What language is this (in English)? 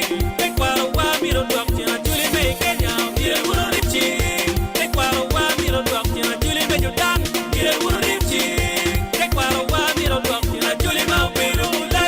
Acoli